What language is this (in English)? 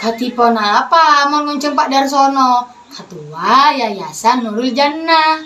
Madurese